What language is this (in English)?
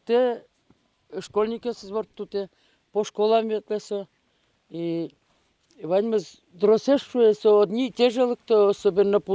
Udmurt